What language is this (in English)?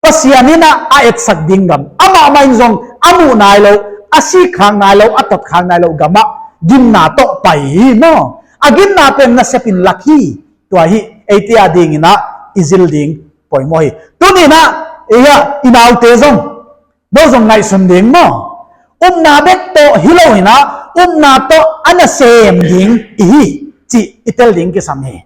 Paite Chin